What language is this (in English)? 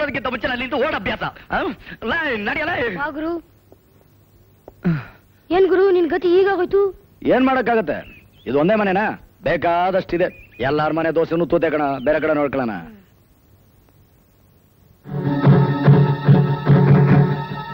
Kannada